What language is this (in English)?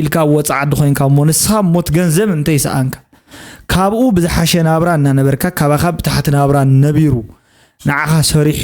Tigrinya